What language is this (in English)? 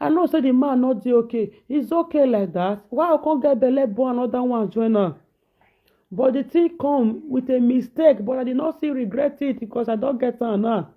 Nigerian Pidgin